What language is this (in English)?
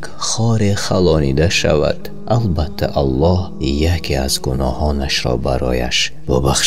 Tajik